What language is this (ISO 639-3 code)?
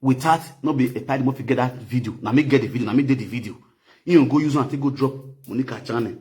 pcm